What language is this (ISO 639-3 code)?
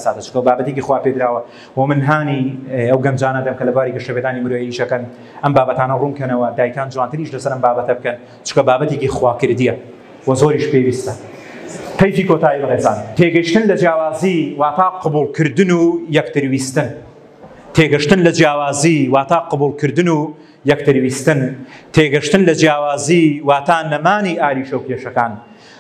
ckb